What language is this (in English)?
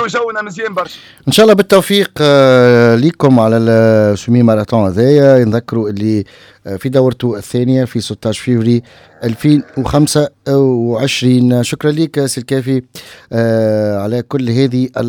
Tunisian Arabic